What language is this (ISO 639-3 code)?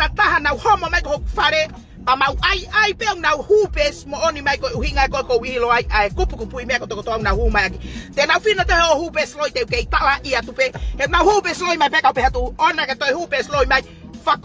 ton